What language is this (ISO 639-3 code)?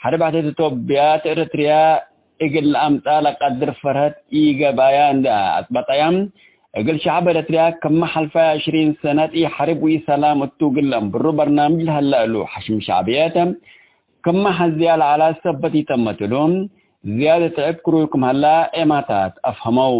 tig